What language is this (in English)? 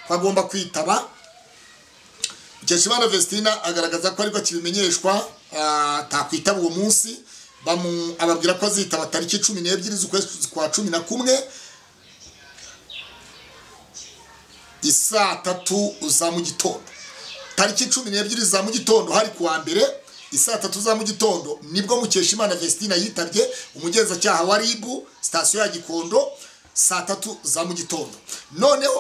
Kinyarwanda